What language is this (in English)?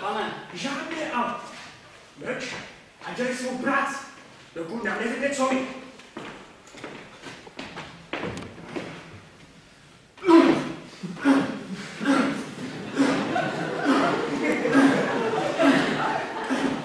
Czech